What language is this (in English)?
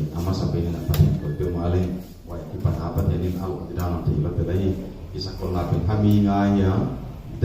Paite Chin